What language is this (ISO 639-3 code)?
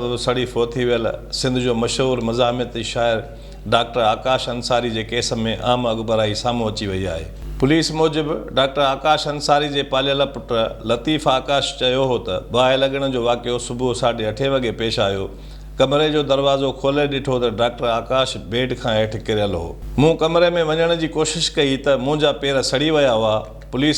snd